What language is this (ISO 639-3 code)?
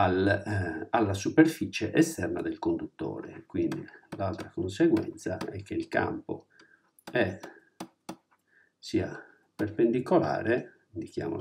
ita